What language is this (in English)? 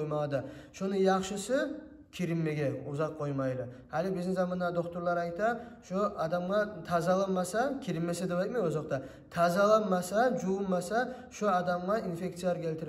Kumyk